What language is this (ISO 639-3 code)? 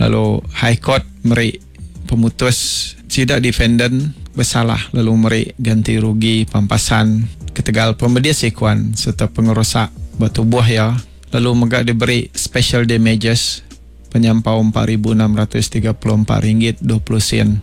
iba